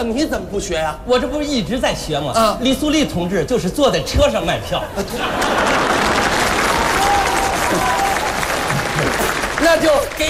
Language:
Chinese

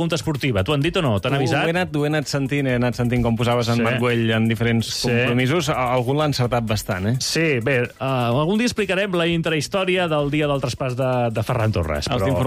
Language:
Catalan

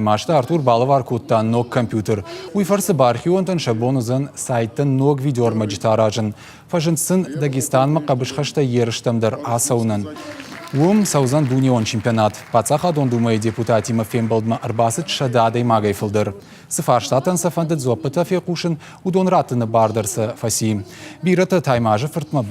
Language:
Ossetic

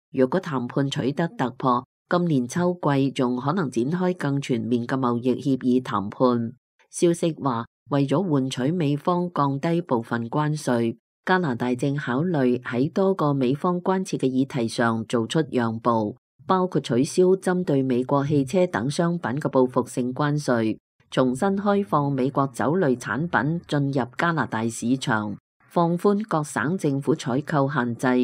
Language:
Cantonese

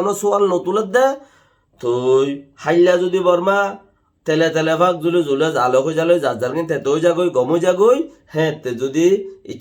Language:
Rohingya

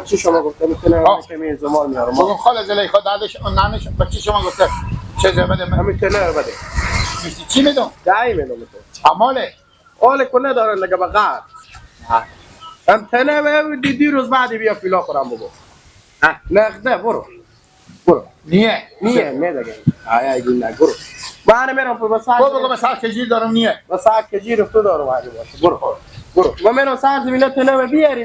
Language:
Hazaragi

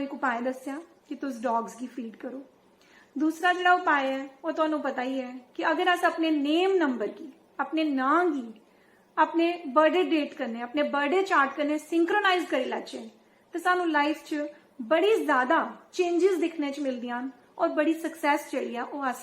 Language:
Dogri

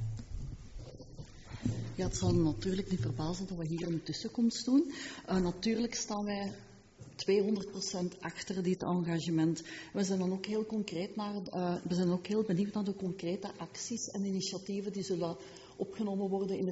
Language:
Dutch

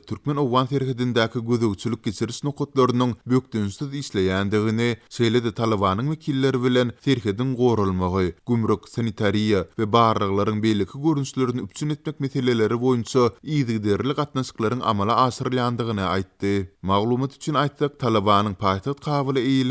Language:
Turkmen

